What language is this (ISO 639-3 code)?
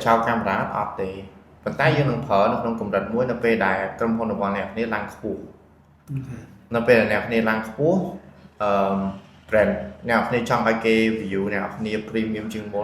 khm